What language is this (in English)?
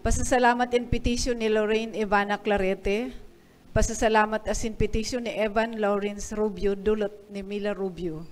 Bikol